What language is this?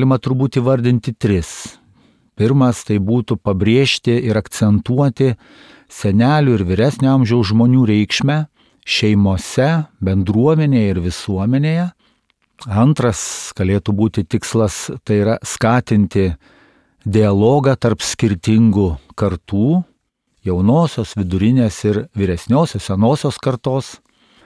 Lithuanian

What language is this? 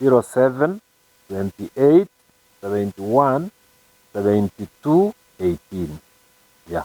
Gusii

